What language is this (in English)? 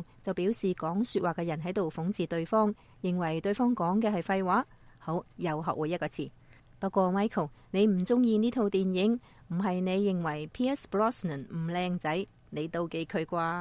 Cantonese